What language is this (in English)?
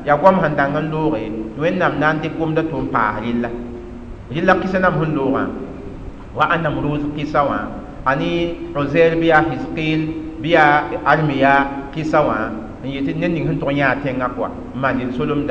Mossi